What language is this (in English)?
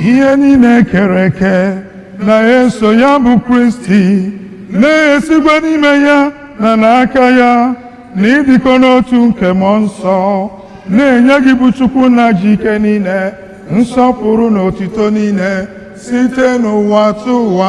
Igbo